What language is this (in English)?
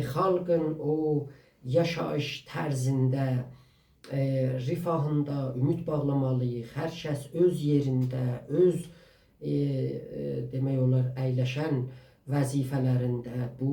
South Azerbaijani